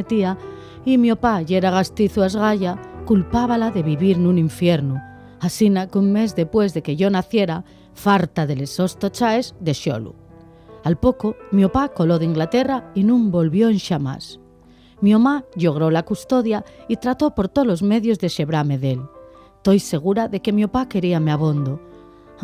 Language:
Asturian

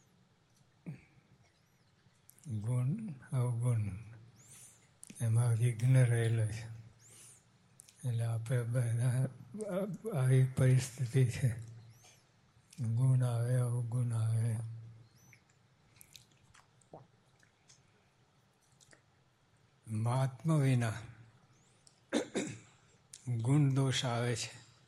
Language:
Gujarati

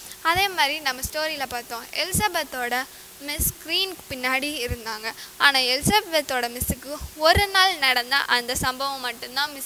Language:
Tamil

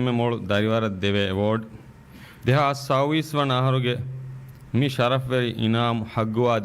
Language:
Divehi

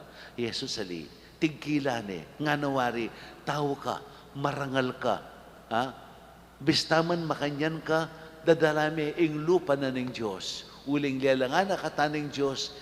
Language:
Pampanga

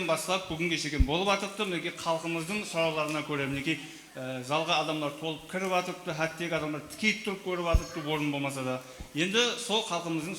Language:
Kara-Kalpak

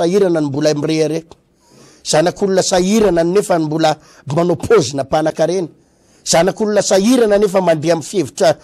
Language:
Malagasy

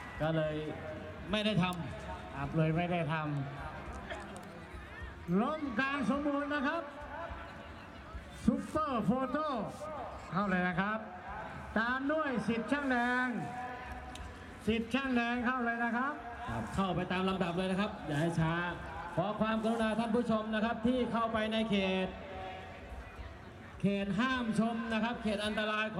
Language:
Thai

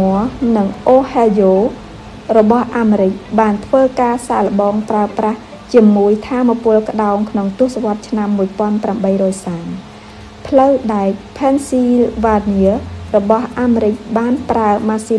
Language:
Khmer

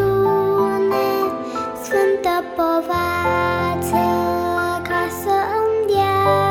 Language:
Romanian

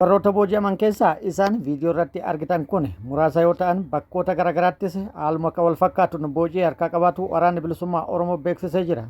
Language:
Oromo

